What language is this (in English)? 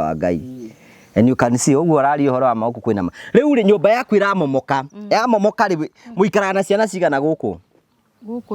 Kikuyu